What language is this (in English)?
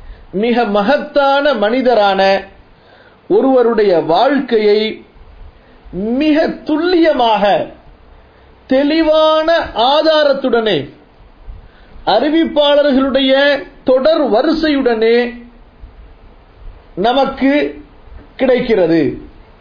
Tamil